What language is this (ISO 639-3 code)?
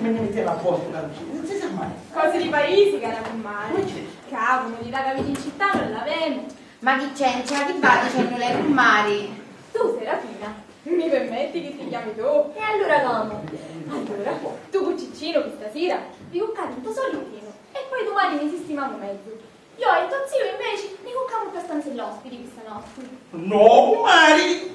scn